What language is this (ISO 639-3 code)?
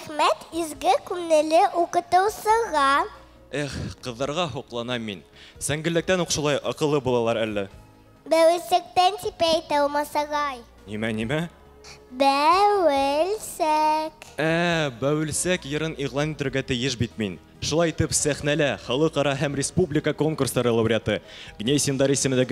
bak